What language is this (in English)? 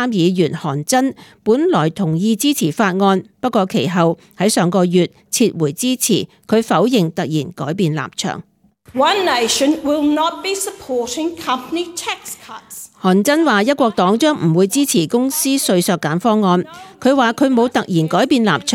Cantonese